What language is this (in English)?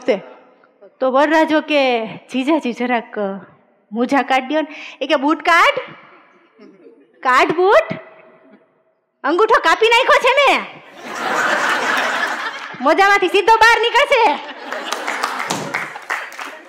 Gujarati